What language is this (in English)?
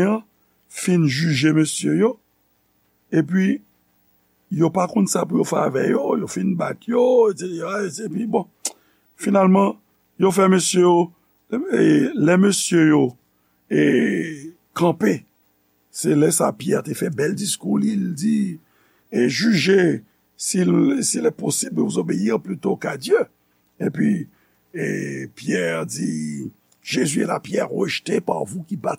Haitian Creole